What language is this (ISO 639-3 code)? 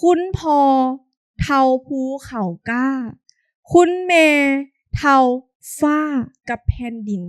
lao